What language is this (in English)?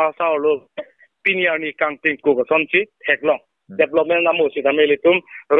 Karbi